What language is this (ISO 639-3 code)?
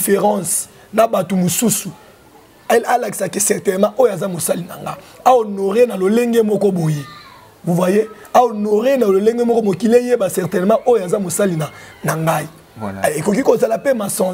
lin